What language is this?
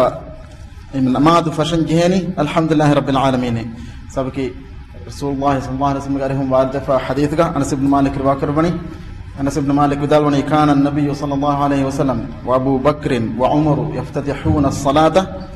Divehi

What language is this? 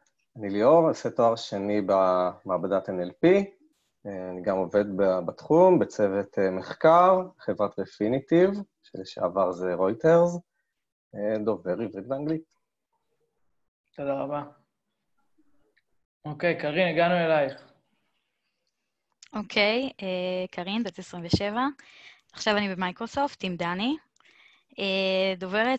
Hebrew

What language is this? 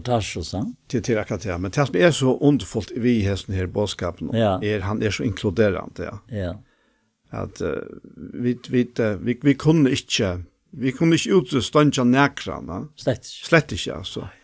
Faroese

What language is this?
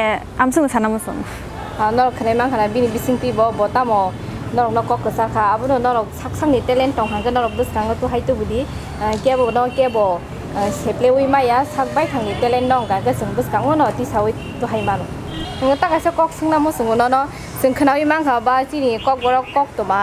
Kok Borok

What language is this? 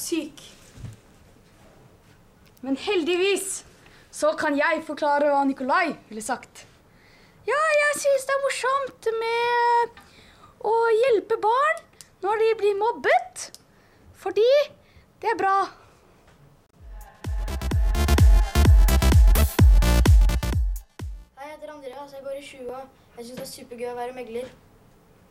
Norwegian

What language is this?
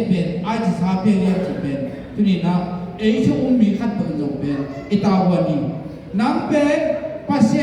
Tedim Chin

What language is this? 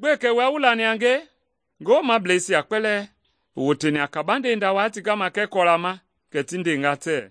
Mende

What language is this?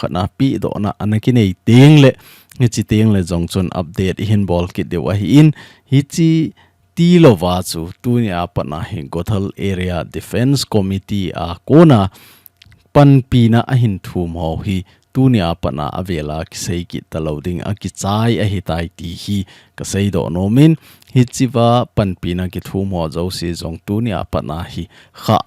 Thado Chin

